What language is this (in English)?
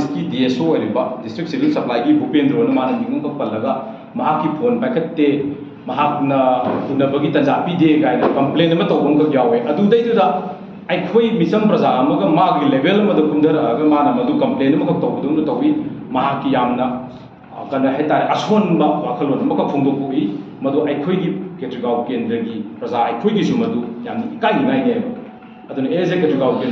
Manipuri